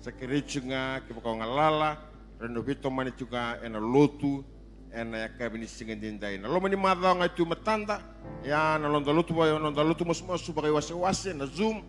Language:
Fijian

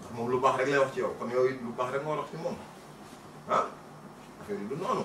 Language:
Wolof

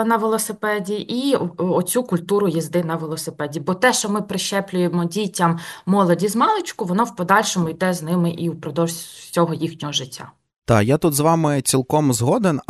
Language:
Ukrainian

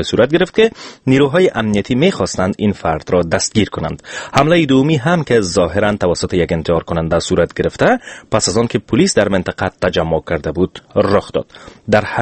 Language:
Persian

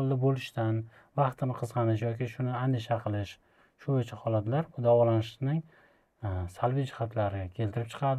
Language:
Uzbek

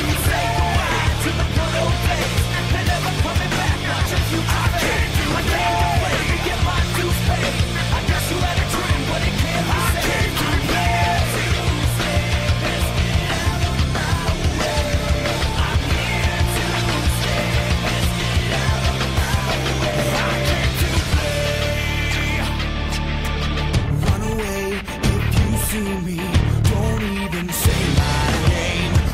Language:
English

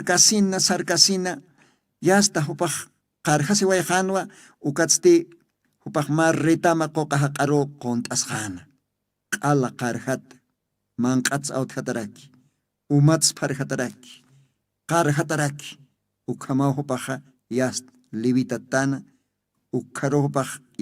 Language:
Aymara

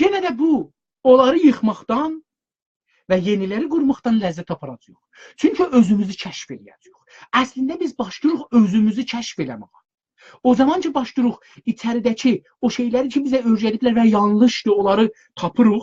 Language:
South Azerbaijani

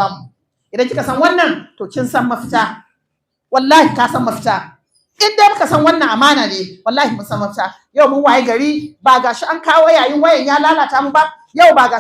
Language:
Hausa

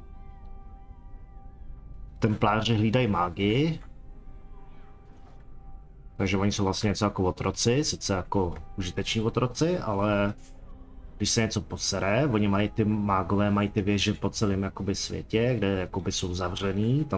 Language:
Czech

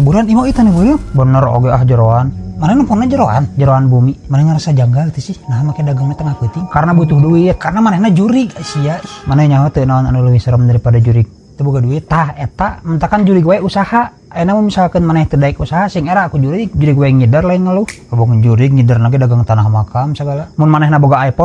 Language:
Sundanese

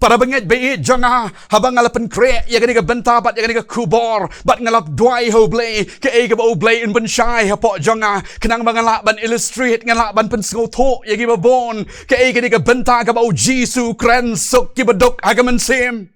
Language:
Khasi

